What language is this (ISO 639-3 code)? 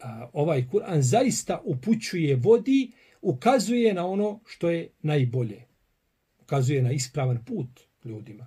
bos